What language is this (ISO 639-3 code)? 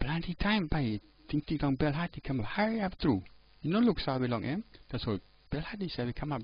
tpi